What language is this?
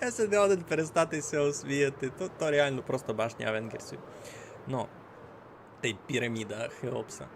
Rusyn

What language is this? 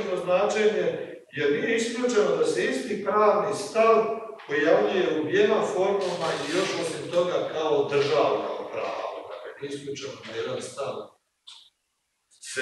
Croatian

